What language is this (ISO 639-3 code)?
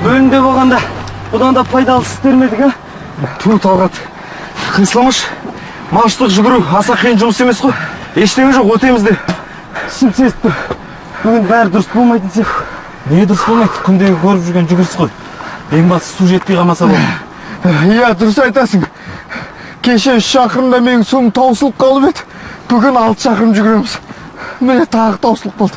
kaz